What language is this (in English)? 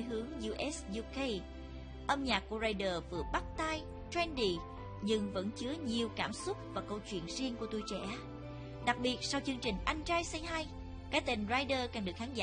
Vietnamese